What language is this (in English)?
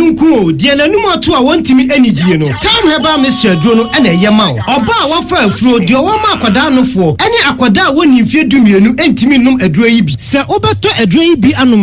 Akan